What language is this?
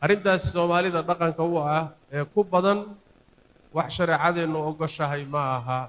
Somali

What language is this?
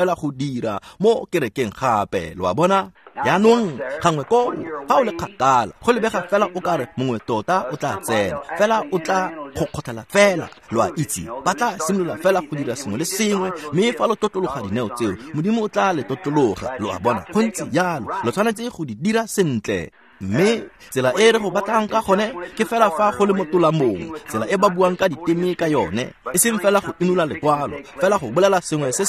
Tswana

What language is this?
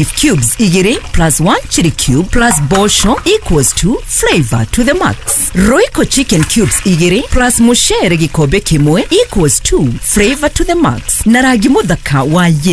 Kikuyu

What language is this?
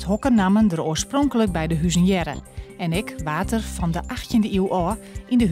Western Frisian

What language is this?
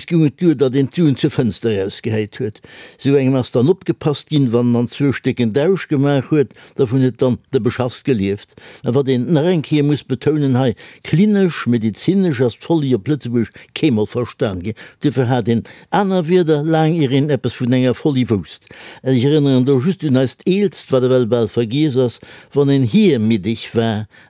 Luxembourgish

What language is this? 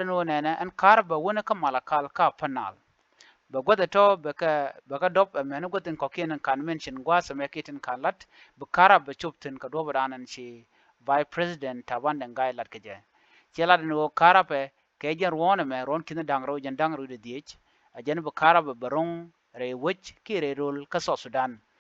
Nuer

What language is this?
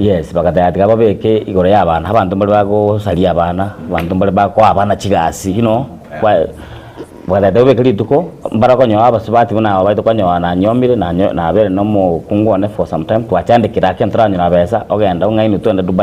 Gusii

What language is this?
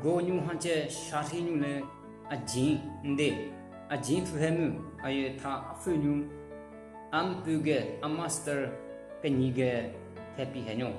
Southern Rengma Naga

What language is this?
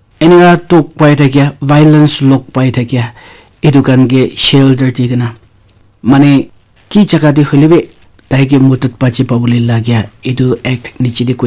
Naga Pidgin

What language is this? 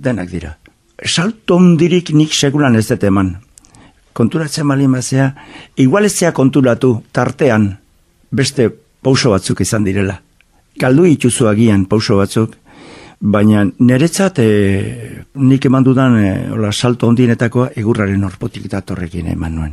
Basque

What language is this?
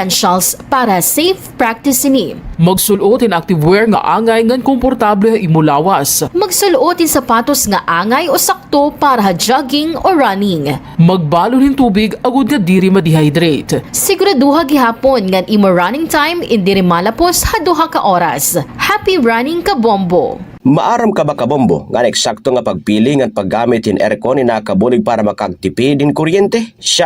Waray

